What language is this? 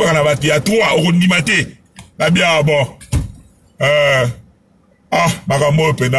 Lingala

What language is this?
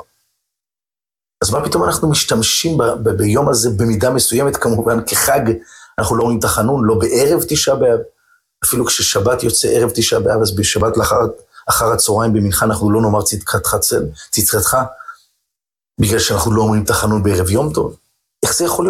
Hebrew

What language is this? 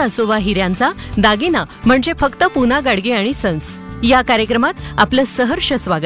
Marathi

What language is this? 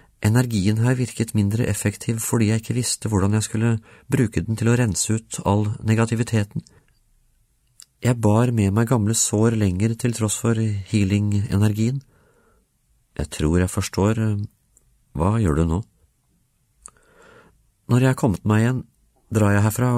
Norwegian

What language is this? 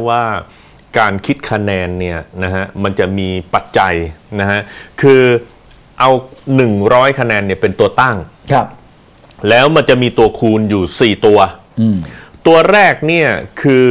Thai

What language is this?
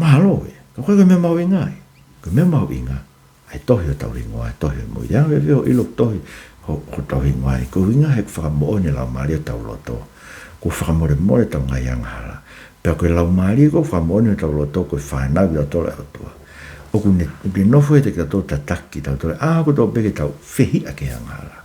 Tongan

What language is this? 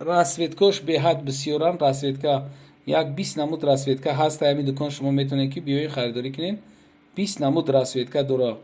Tajik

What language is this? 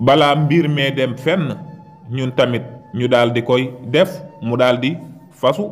Wolof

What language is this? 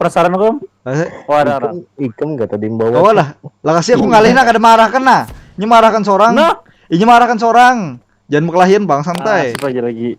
Banjar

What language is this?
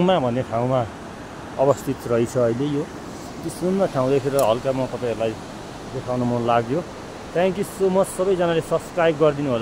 Nepali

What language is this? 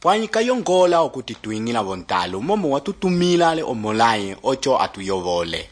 Umbundu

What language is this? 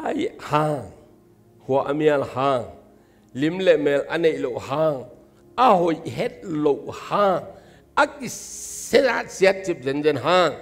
Tedim Chin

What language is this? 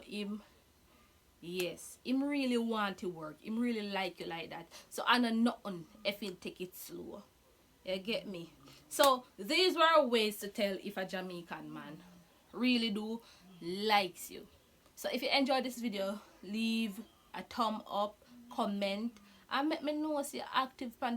Jamaican Creole English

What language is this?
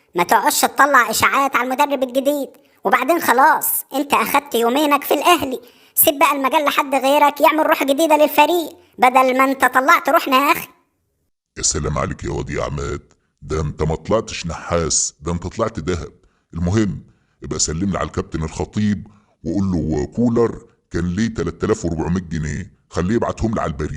Egyptian Arabic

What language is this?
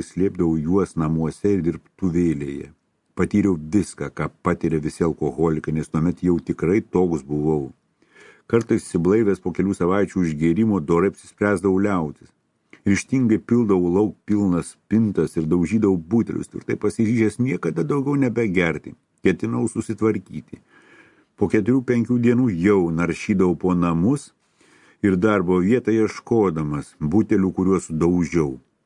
Lithuanian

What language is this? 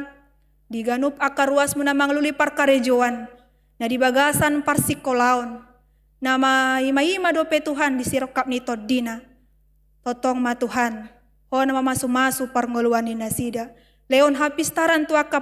Batak Toba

